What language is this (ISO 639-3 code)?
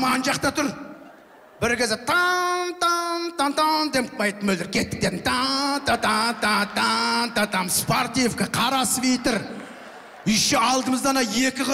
kaz